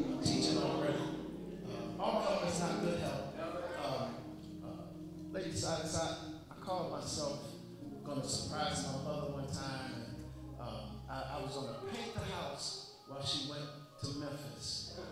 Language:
English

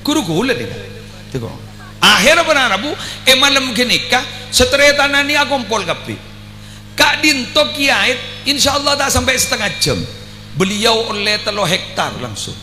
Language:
Madurese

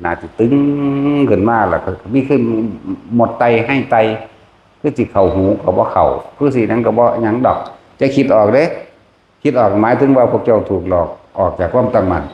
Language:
Northeastern Thai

